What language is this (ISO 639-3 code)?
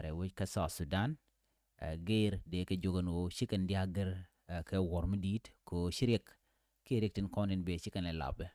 nus